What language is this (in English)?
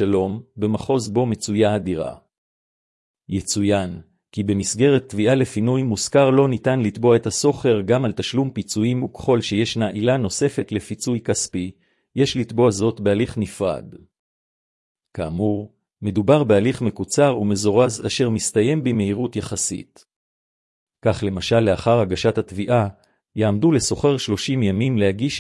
Hebrew